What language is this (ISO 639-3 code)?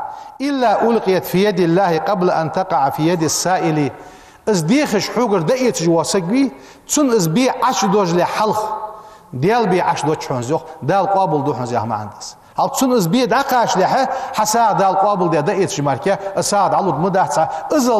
inh